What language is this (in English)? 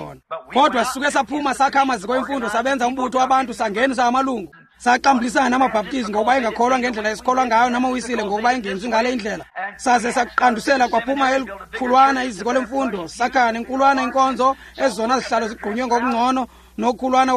Xhosa